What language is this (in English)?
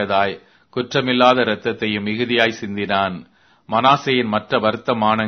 Tamil